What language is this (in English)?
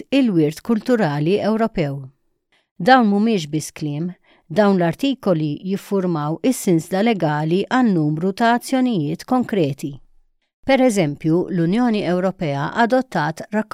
Maltese